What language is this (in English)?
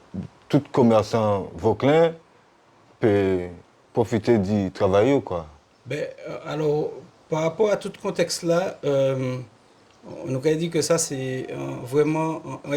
Guadeloupean Creole French